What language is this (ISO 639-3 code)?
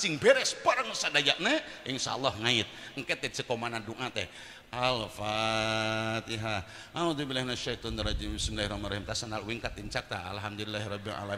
sun